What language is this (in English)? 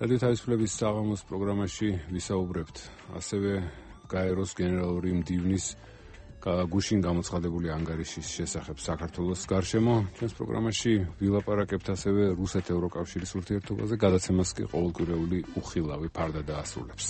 Georgian